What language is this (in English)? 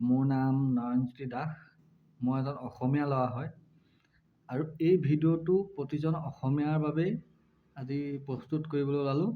Assamese